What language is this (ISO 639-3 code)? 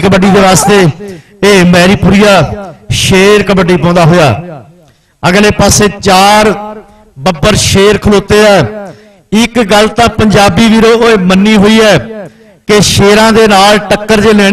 pan